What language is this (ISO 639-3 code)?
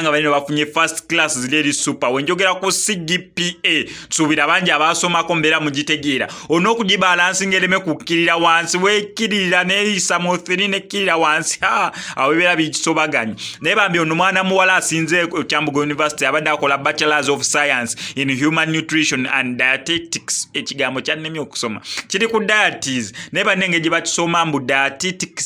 lug